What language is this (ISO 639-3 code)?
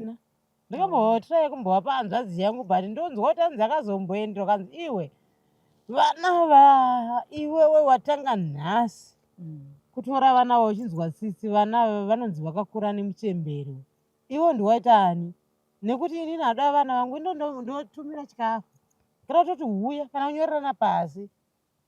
sna